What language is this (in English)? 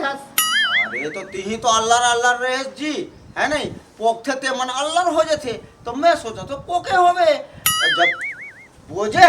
Chhattisgarhi